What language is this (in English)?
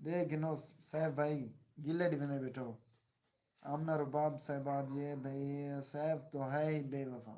Saraiki